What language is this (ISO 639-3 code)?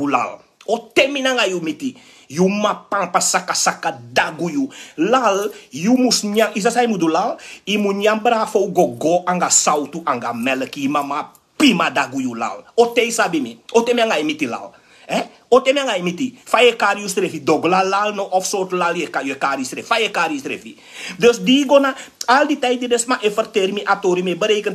srn